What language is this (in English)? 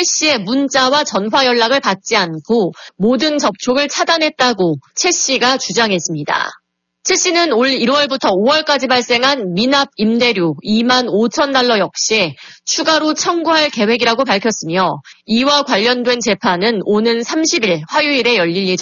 Korean